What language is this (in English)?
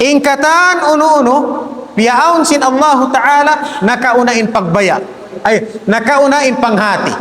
Tausug